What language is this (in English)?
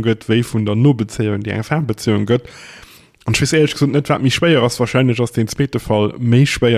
Luxembourgish